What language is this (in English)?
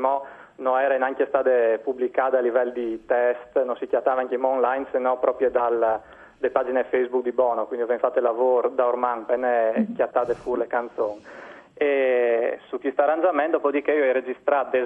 Friulian